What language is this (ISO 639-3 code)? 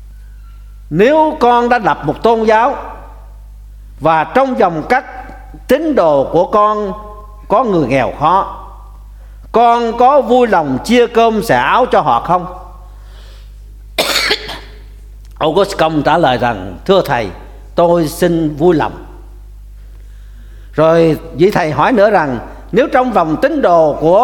vie